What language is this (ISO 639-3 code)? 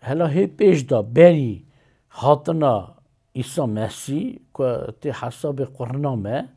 kur